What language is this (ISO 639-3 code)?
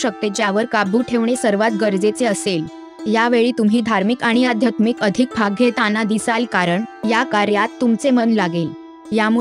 mar